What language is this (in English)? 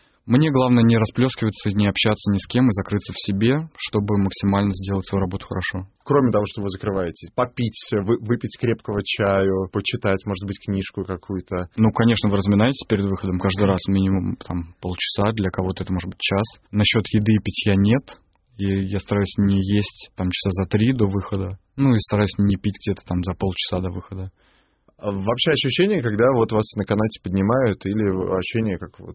Russian